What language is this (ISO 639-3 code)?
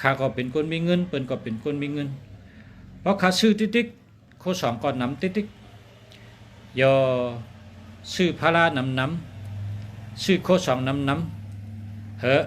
shn